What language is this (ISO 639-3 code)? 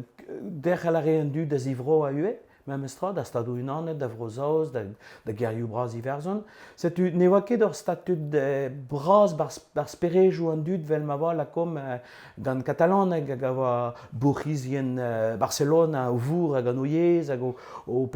bre